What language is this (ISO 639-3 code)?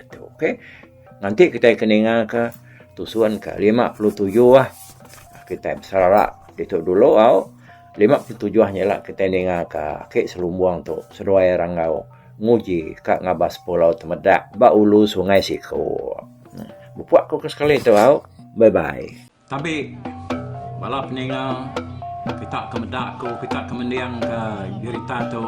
iba